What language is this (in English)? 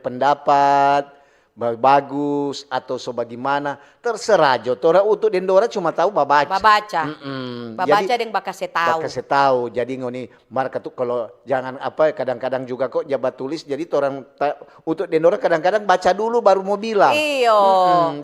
Manado Malay